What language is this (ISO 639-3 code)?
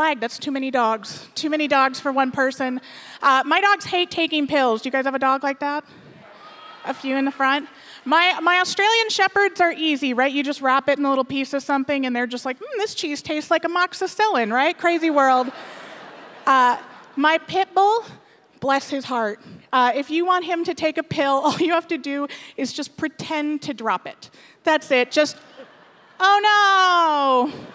eng